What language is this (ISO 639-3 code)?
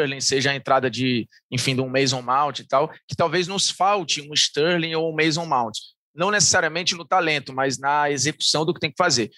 por